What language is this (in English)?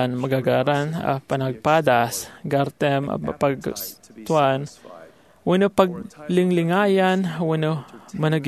Iloko